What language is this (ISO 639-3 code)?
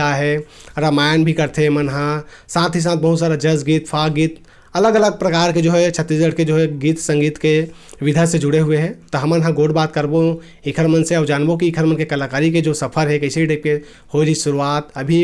hne